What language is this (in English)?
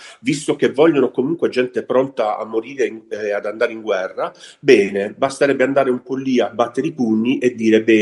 Italian